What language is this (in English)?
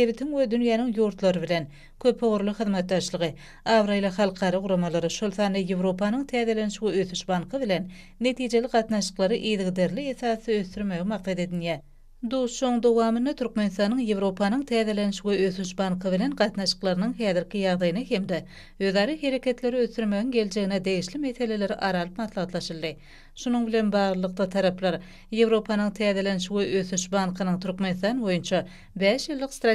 Turkmen